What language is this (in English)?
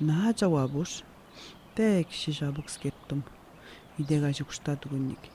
Atikamekw